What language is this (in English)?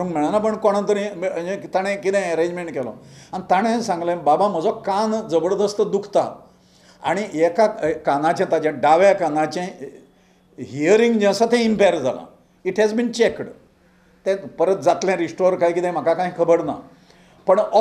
Konkani